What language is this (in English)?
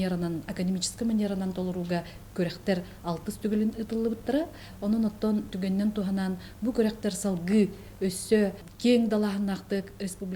Yakut